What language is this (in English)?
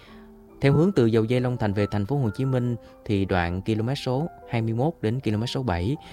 Vietnamese